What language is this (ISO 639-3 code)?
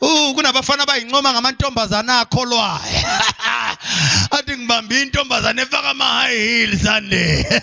zul